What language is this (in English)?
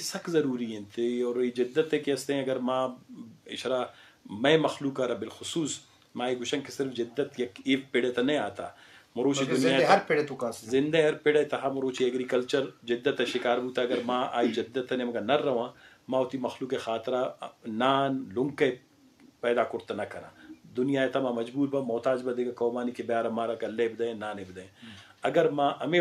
Eastern Balochi